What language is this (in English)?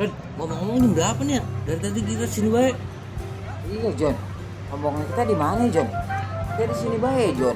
Betawi